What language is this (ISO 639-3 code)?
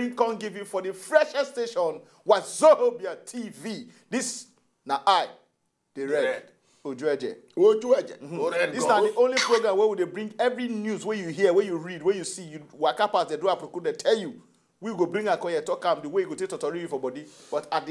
pcm